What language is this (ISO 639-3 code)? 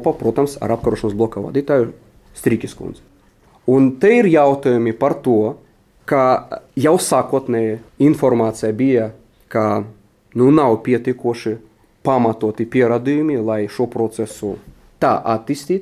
lav